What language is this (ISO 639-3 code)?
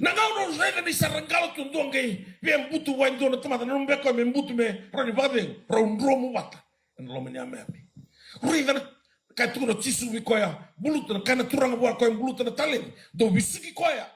fij